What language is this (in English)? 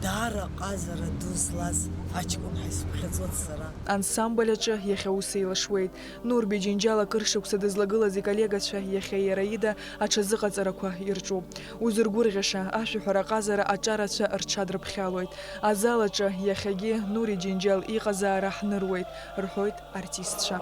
Abkhazian